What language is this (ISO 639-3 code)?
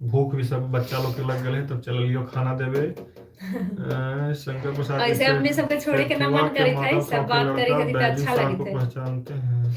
mag